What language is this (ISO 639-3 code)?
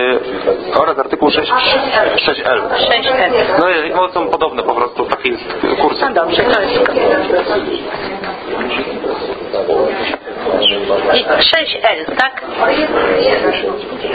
pol